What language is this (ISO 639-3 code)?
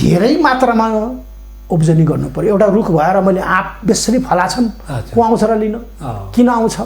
nep